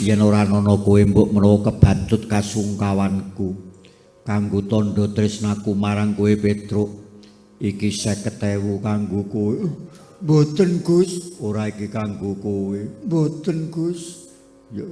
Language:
Javanese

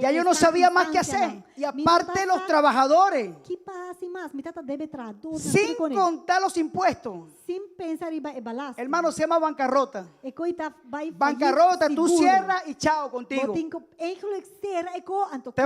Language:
Papiamento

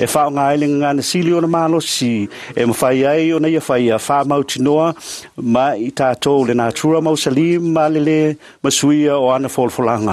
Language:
Samoan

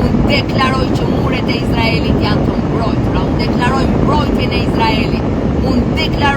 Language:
Albanian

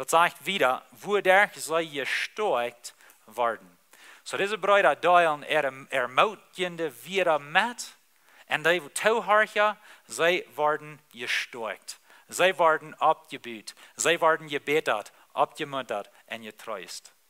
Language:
Plautdietsch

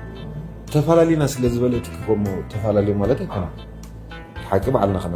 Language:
Tigrinya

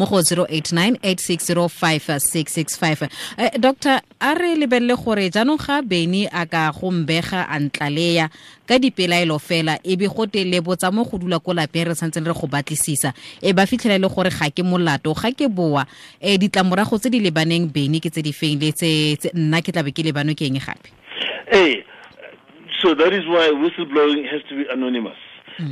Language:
Tswana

